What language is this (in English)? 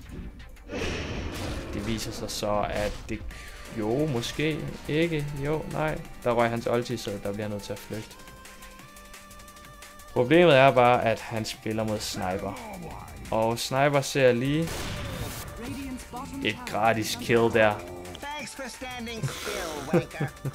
Danish